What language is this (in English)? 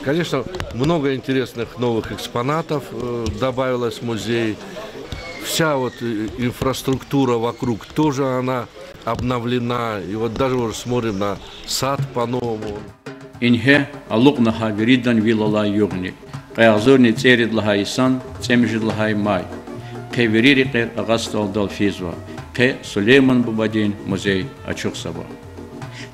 Lezghian